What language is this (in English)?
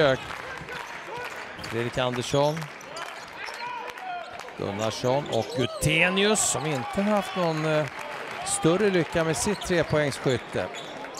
Swedish